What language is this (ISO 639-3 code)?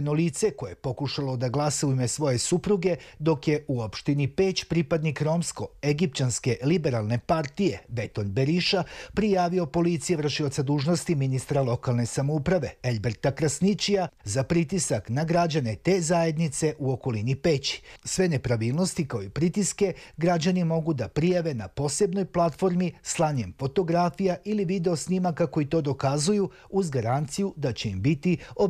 srp